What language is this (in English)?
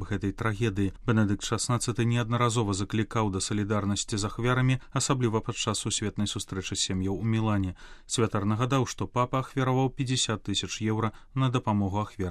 Belarusian